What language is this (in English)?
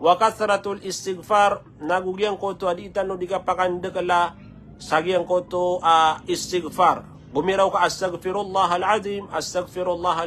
Maranao